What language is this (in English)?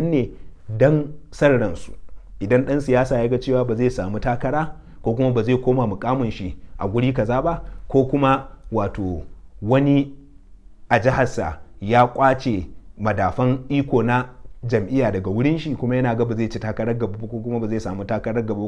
Hausa